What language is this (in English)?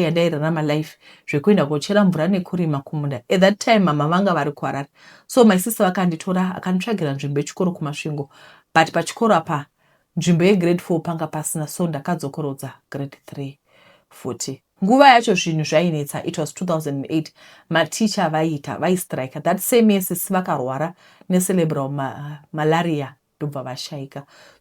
Shona